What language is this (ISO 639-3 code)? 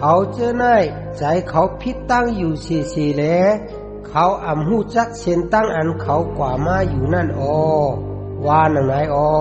shn